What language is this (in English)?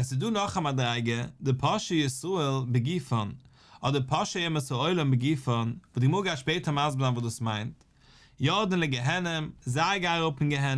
Yiddish